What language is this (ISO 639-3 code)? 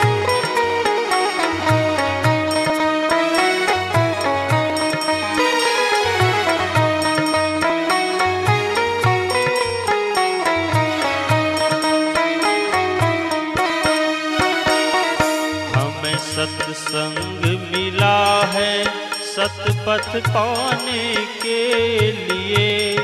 hin